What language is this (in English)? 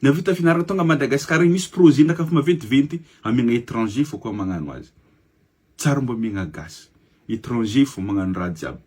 Malagasy